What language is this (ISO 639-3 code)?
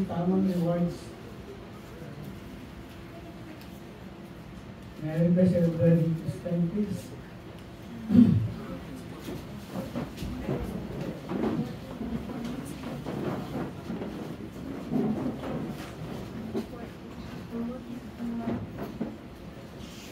fil